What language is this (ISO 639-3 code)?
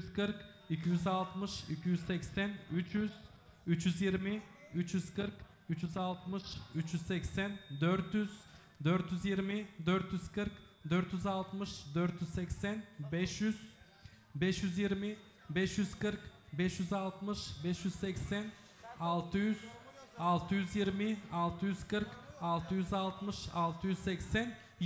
tur